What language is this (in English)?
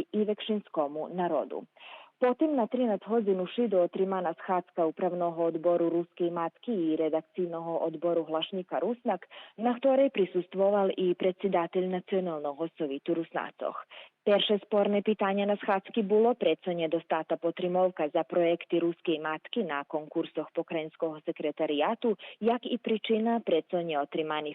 Rusyn